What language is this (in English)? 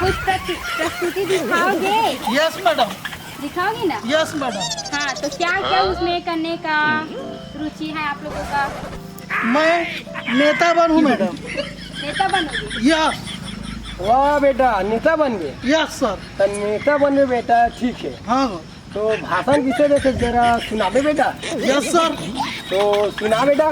Chhattisgarhi